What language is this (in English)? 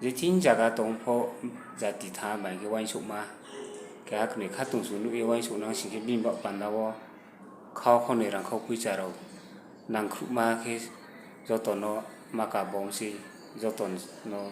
Riang (India)